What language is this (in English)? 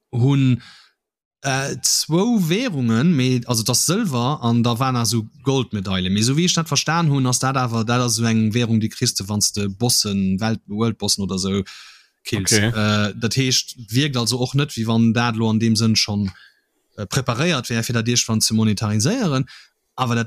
Luxembourgish